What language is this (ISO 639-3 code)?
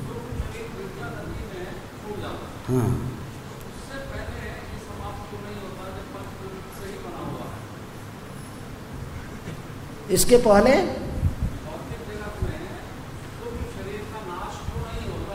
hin